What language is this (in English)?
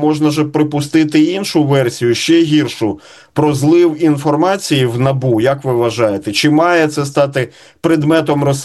Ukrainian